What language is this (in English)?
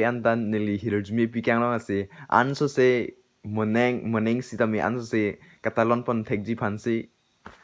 Karbi